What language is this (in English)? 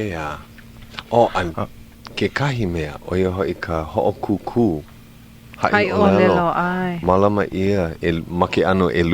Hawaiian